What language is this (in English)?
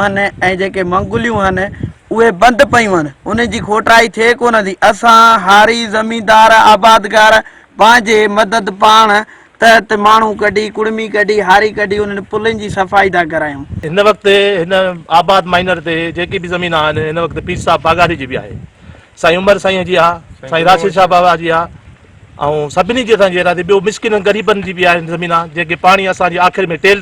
Sindhi